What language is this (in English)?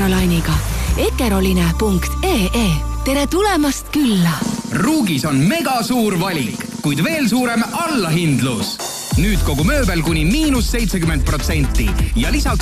Estonian